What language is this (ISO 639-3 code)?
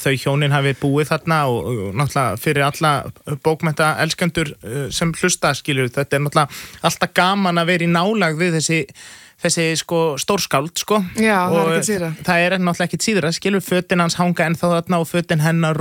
isl